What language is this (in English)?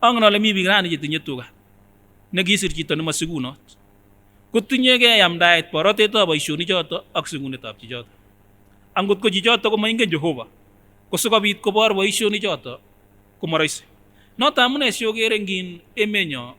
Kipsigis